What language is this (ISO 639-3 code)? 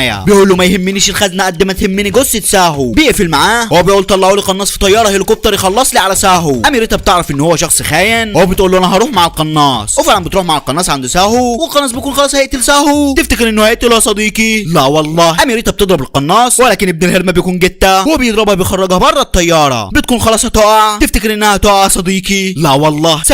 arz